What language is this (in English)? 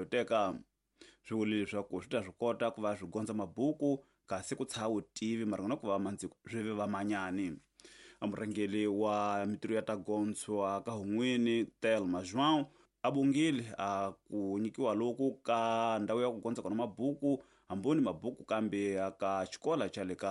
Tsonga